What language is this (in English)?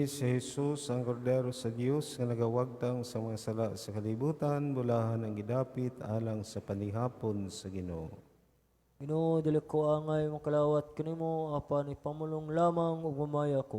Cebuano